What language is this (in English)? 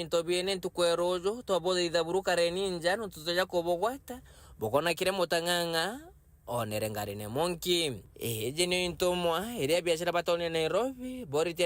Meru